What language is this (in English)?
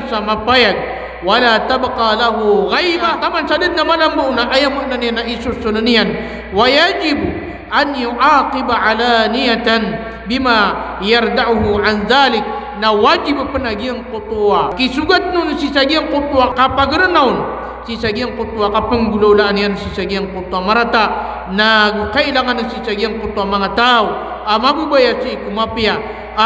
Maranao